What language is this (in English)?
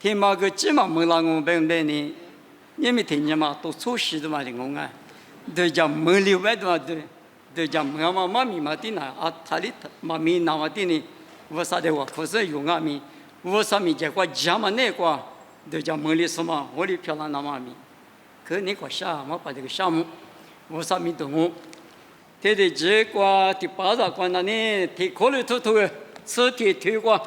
Lisu